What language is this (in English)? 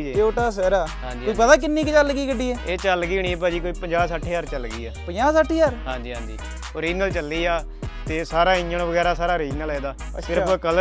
Punjabi